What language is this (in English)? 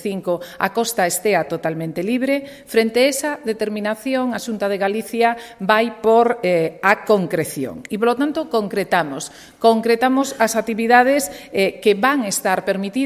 Galician